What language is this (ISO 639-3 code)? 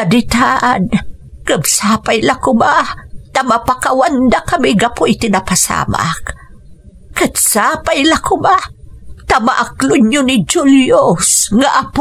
ilo